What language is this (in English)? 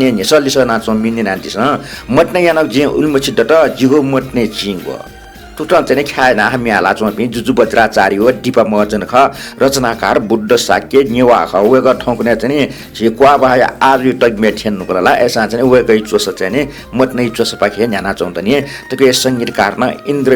Newari